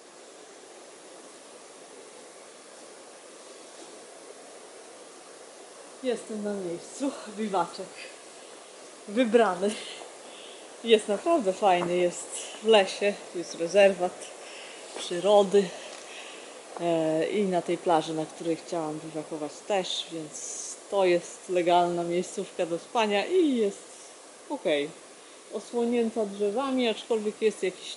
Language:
Polish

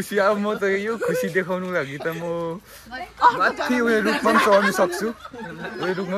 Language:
Nepali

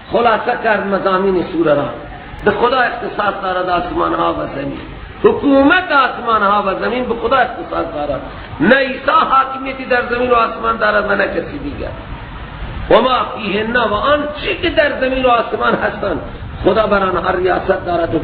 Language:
Persian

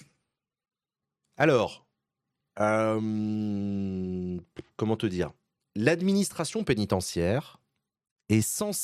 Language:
French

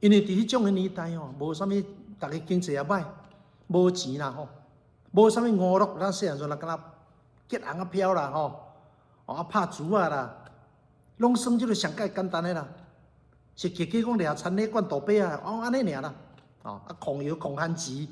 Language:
Min Nan Chinese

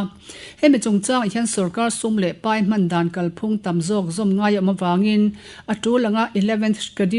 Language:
Mizo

